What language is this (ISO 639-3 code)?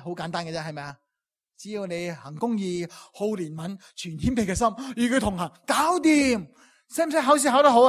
yue